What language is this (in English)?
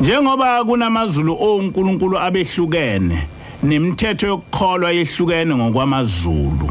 Zulu